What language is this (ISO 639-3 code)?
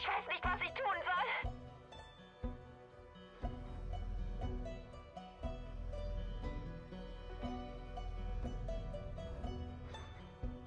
deu